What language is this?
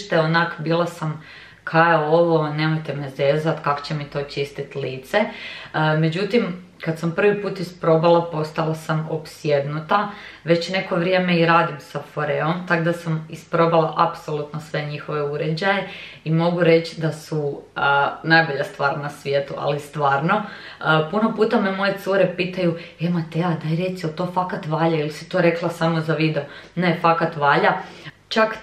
Croatian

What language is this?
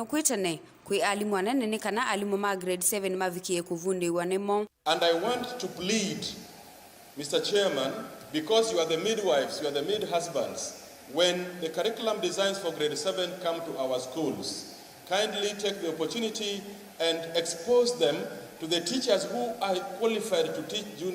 Kamba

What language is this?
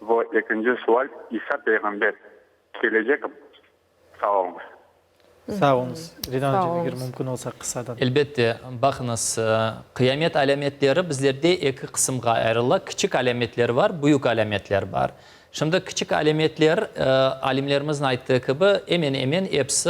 Crimean Tatar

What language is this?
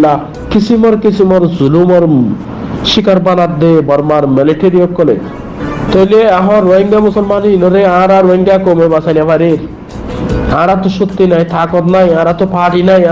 Rohingya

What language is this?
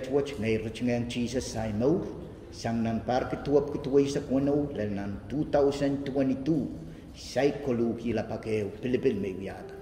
Pohnpeian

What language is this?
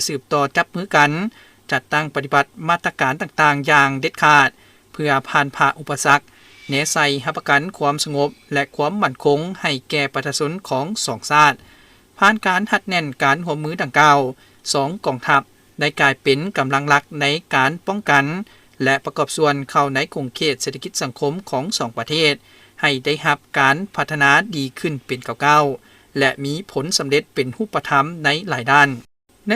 Lao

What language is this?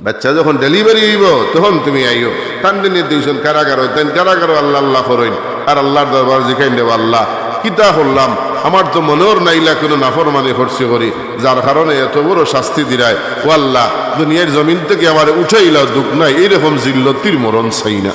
Sylheti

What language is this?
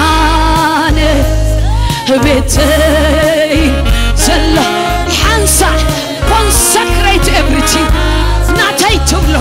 Tigrinya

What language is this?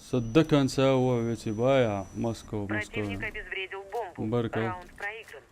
Chechen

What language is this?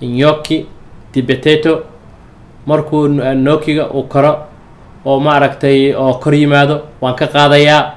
Somali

